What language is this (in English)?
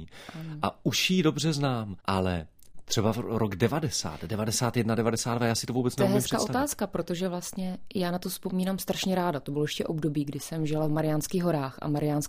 Czech